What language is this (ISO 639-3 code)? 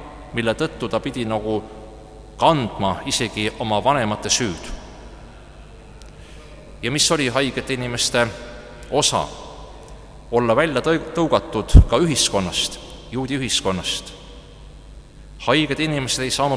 est